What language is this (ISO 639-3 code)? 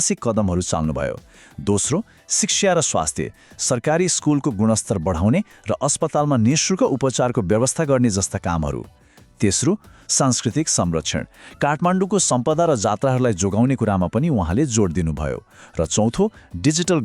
nep